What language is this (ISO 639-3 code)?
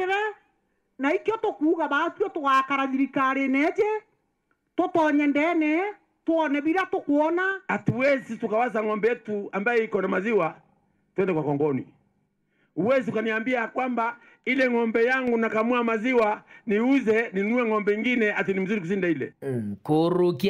mer